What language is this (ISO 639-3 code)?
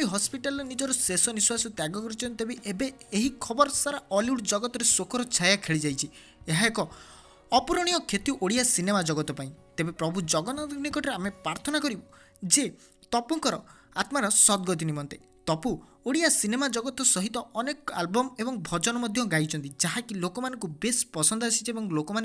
ori